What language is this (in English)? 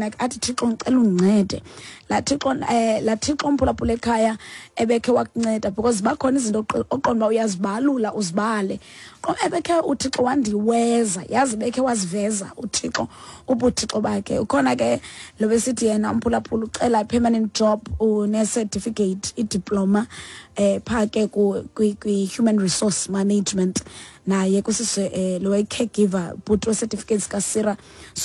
Xhosa